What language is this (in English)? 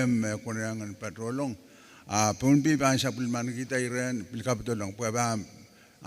Pohnpeian